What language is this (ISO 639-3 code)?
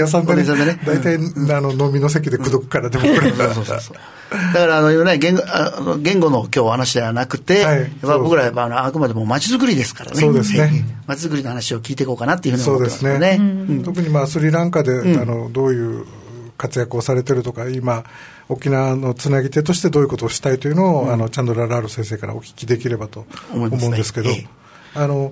jpn